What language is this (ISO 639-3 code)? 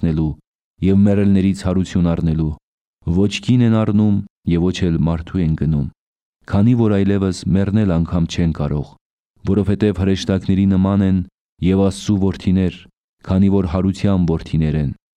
hye